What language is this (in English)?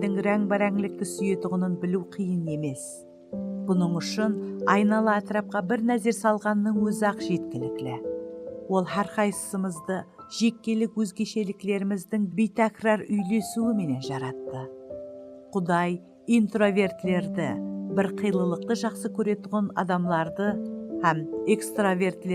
Kara-Kalpak